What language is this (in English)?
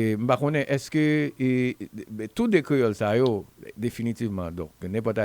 Haitian Creole